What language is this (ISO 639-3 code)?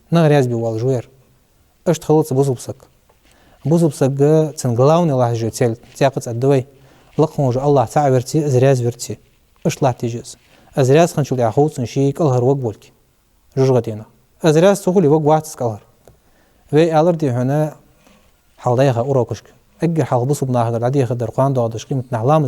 inh